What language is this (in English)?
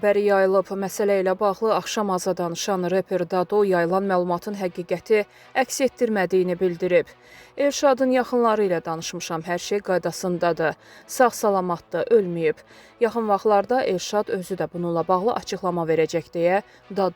Azerbaijani